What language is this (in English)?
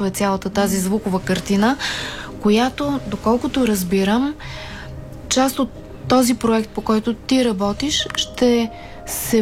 Bulgarian